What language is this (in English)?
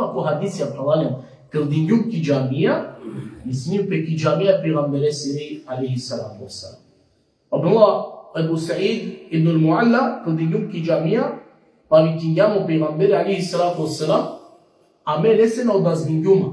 Balkan Romani